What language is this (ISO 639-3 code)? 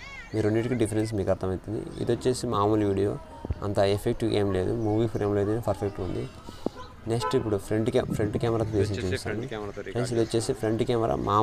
tel